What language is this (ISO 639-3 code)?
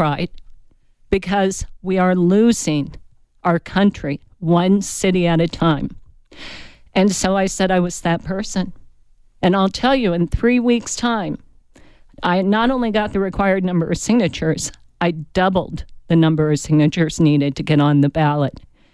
eng